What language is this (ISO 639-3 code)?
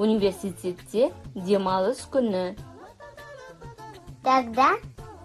kaz